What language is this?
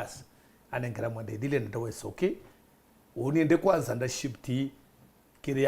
Meru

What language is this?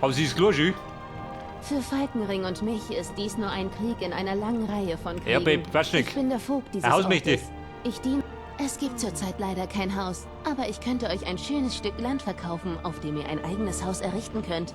Bavarian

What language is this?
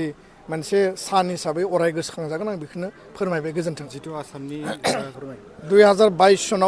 Bodo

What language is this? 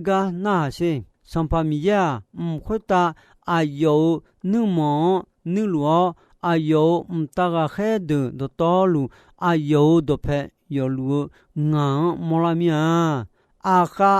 Akha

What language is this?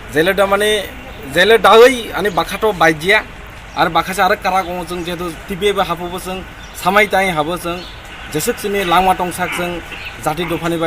Kok Borok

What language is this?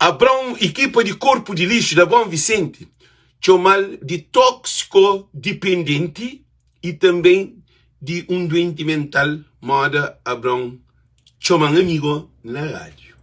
Kabuverdianu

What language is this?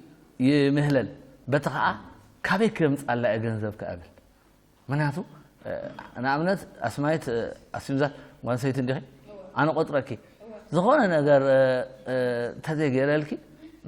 Tigrinya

